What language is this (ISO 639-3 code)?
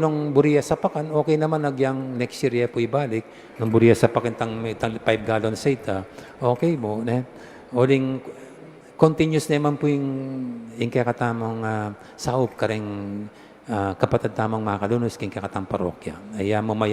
pam